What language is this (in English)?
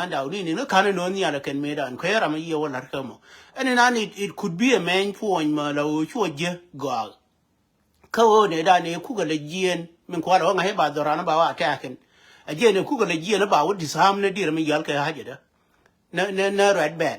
Nuer